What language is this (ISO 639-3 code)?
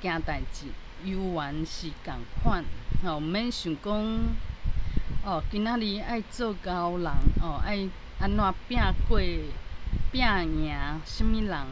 nan